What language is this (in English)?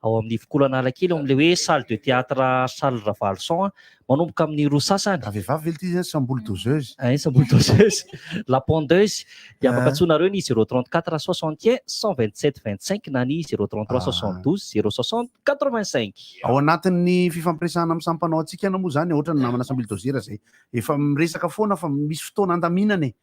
Malagasy